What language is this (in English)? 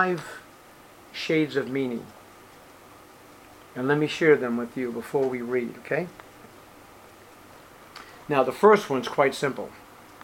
English